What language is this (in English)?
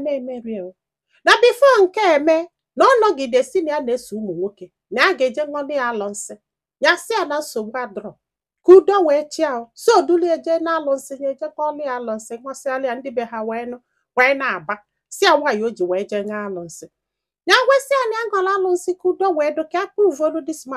Igbo